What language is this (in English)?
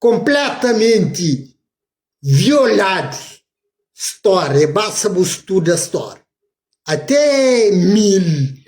Kabuverdianu